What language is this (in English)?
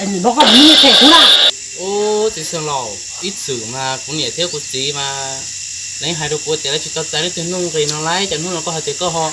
Hmong